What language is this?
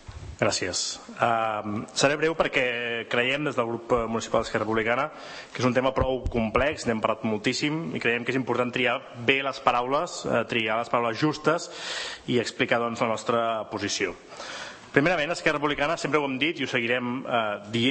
Catalan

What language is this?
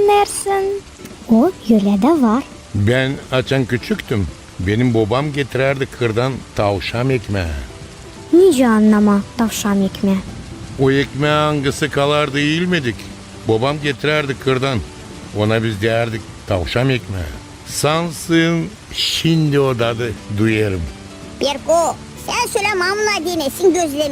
Gagauz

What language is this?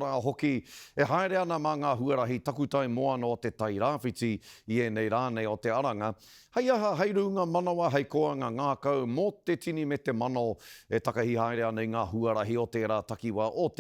Māori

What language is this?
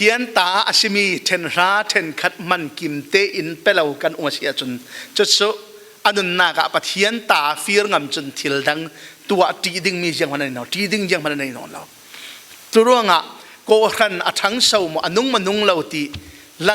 Falam Chin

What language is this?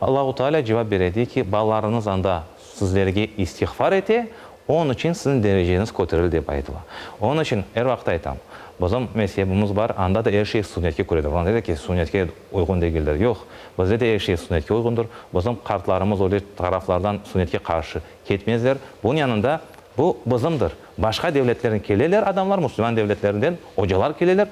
Crimean Tatar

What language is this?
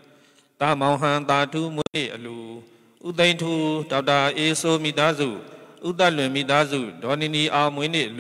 Burmese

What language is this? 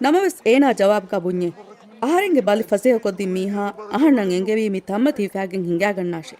Divehi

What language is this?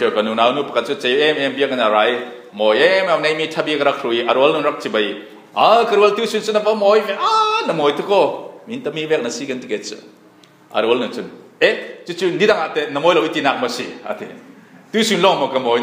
Falam Chin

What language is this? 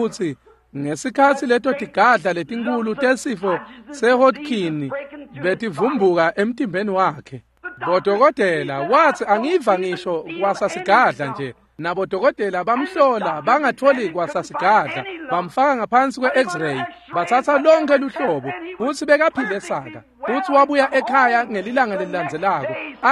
Swati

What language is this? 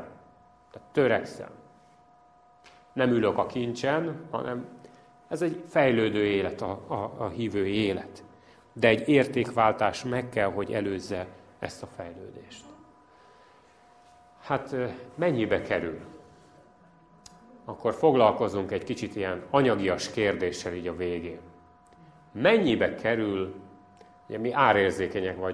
Hungarian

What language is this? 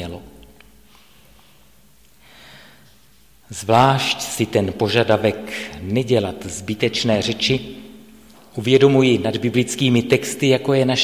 Czech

